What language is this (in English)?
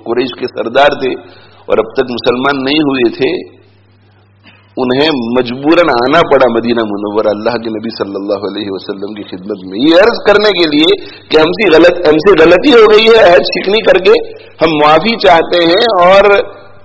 Urdu